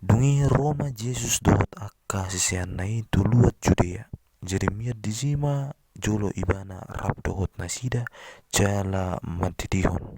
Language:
Batak Toba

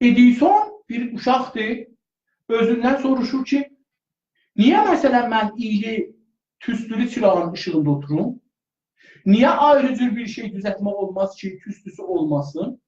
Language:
South Azerbaijani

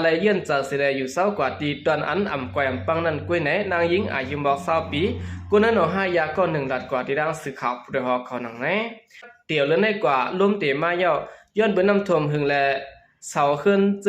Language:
Shan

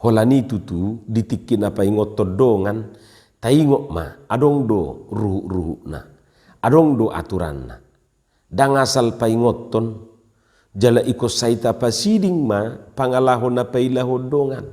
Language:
Batak Toba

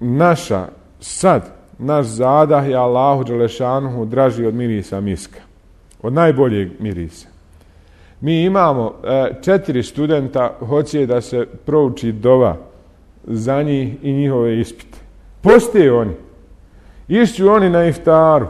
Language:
Bosnian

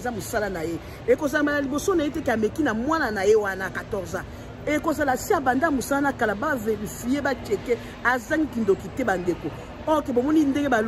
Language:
Lingala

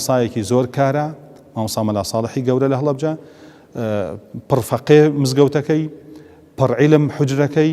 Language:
Central Kurdish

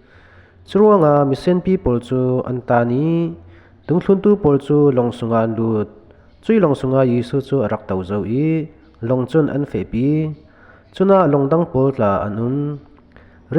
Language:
Falam Chin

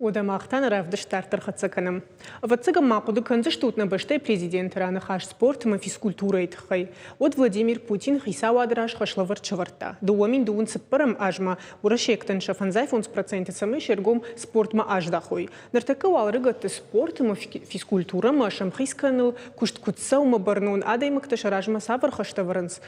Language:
Ossetic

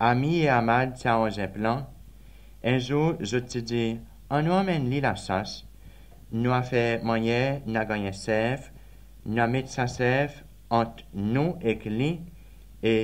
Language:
Seselwa Creole French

